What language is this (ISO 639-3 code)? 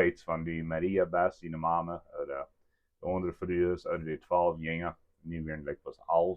pdt